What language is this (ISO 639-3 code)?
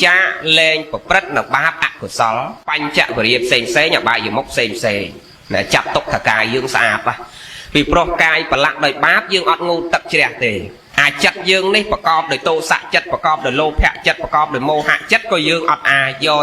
khm